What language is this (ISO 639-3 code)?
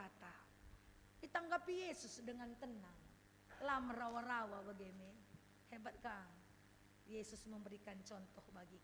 btx